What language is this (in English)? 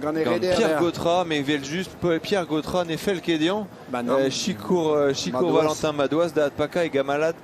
Breton